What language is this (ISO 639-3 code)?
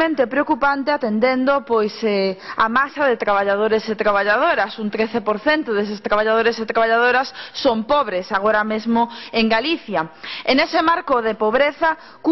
glg